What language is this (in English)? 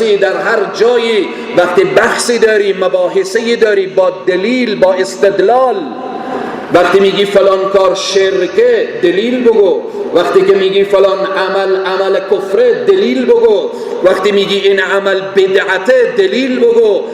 Persian